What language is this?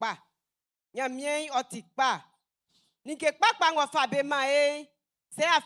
Baoulé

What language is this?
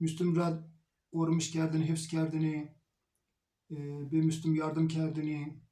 Zaza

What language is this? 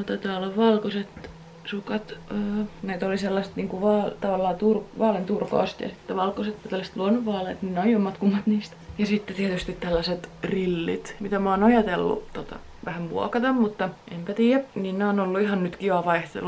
Finnish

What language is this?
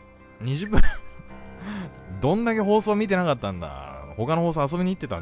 Japanese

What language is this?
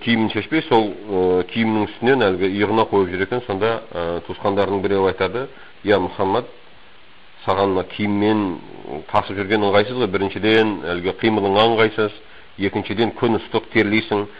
Kazakh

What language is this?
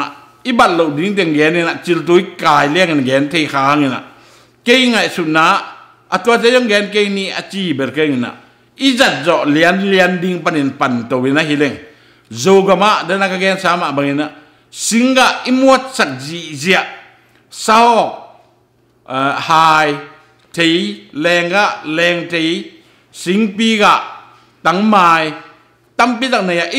Tedim Chin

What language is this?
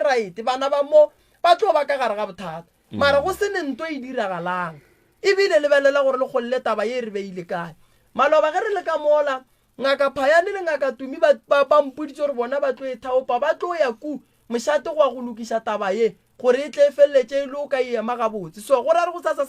Northern Sotho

